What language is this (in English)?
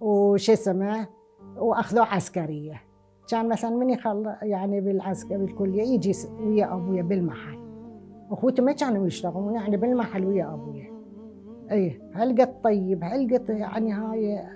Mesopotamian Arabic